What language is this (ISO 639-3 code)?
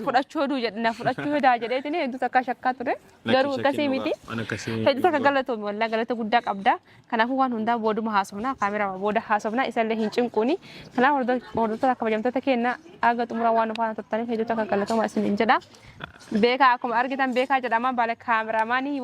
orm